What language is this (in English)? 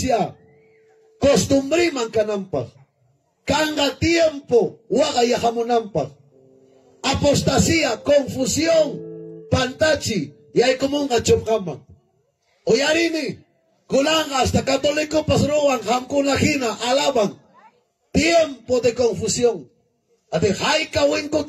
Ayacucho Quechua